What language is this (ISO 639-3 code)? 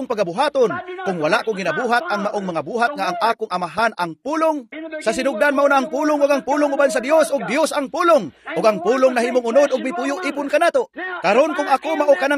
ceb